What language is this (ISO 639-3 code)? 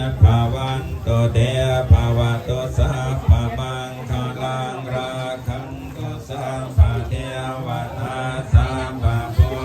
pli